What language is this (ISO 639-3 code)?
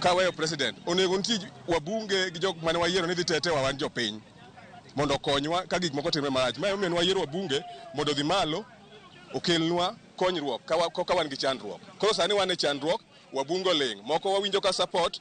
luo